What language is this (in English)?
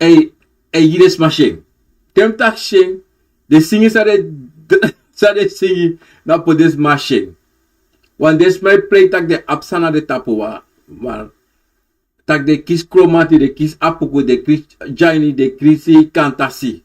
Sranan Tongo